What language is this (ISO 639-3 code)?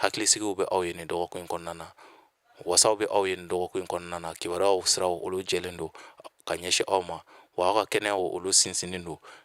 bam